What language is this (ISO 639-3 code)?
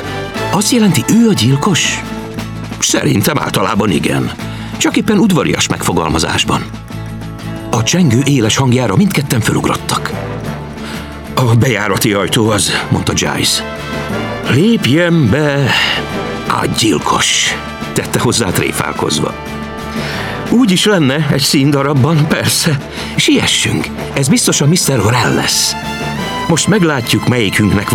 hun